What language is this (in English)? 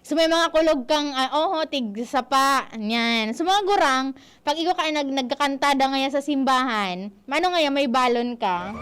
Bikol